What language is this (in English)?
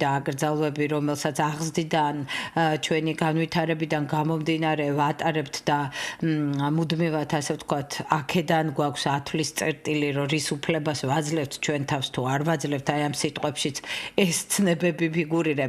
Georgian